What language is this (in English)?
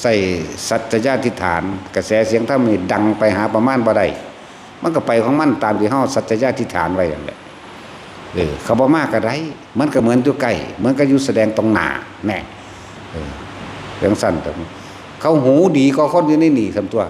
Northeastern Thai